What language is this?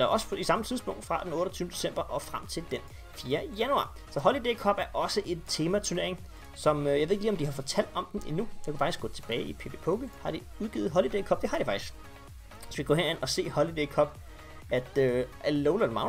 Danish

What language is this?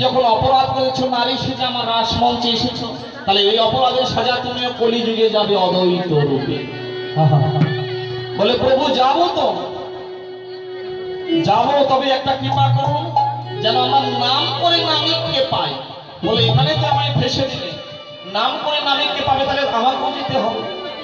Bangla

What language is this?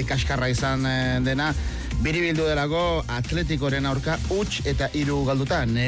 Basque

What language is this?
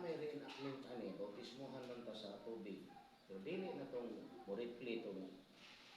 Cebuano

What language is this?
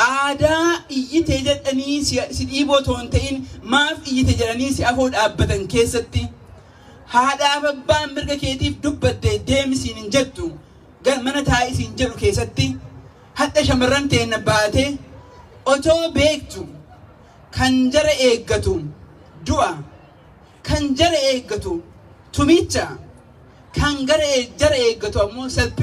Oromo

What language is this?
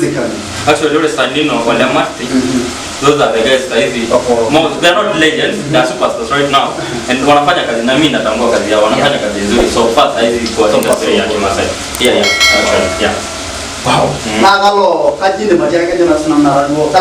Masai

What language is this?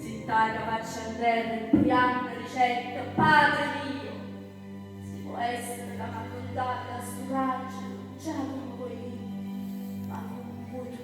Neapolitan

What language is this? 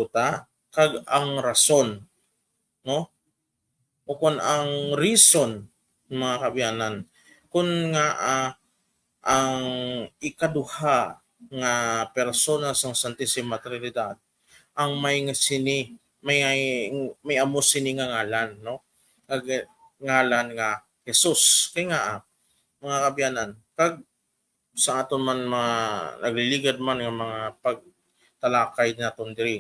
Hiligaynon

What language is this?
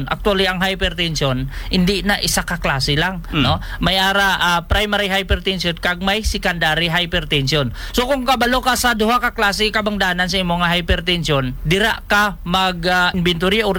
Hiligaynon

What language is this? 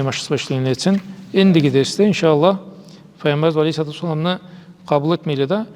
Karachay-Balkar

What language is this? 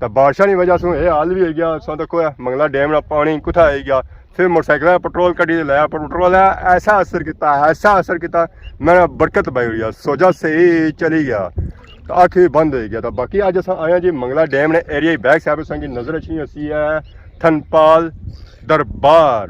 Pahari-Potwari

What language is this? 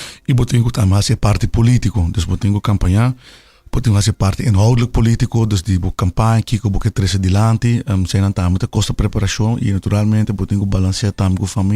Papiamento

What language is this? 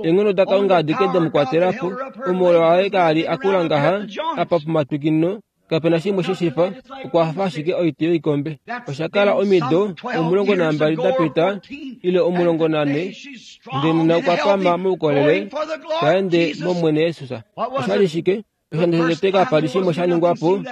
Kuanyama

